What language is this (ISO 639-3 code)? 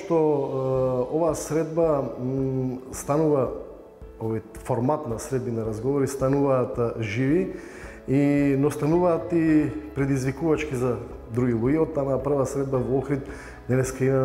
mkd